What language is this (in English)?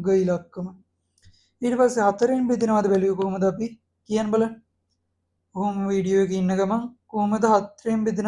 Sinhala